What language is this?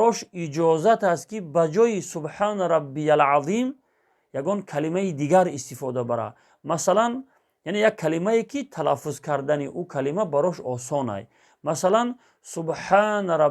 Tajik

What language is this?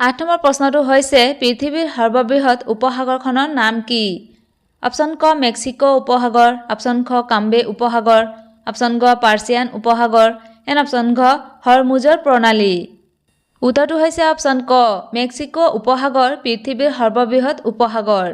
Assamese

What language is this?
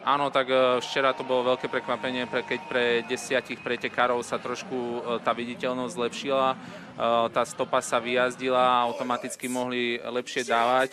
Slovak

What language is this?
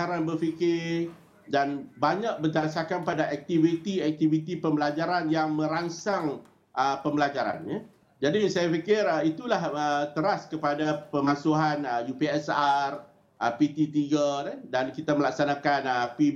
Malay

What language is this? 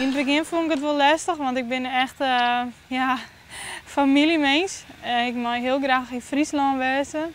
Western Frisian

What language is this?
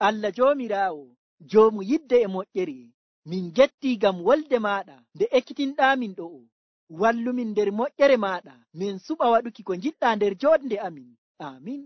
Nigerian Fulfulde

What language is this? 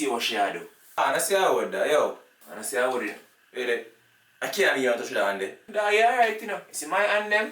Jamaican Creole English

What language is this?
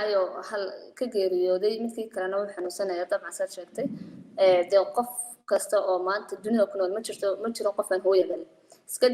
Somali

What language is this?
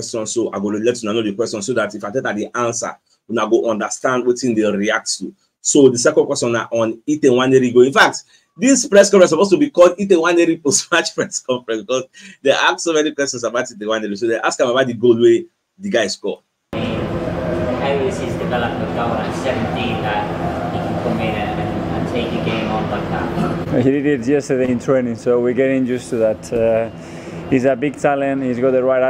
Nigerian Pidgin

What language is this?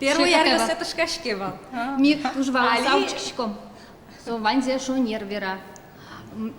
Udmurt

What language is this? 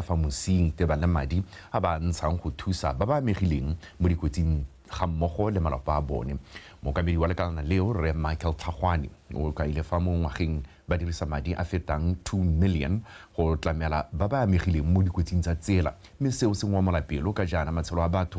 Tswana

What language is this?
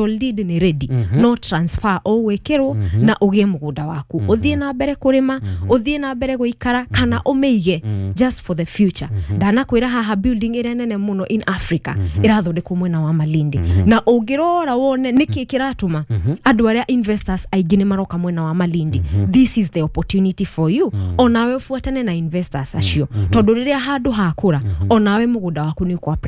Kikuyu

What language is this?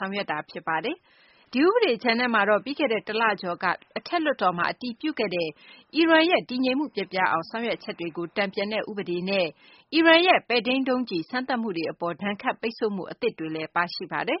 Burmese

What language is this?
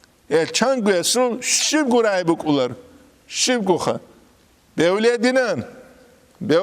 Avaric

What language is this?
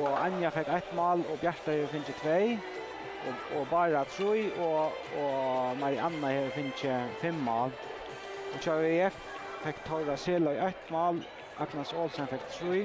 Faroese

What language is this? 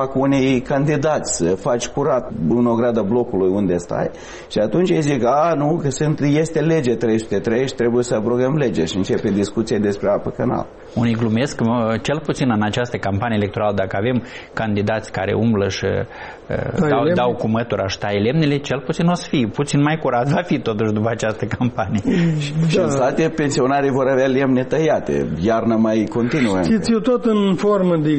Romanian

